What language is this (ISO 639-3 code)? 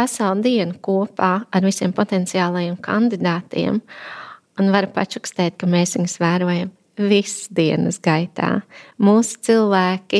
lav